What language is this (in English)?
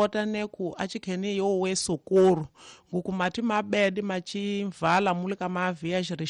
Tsonga